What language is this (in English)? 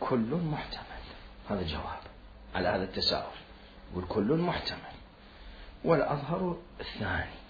Mesopotamian Arabic